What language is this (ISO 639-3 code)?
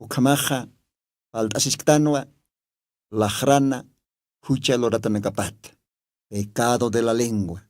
aym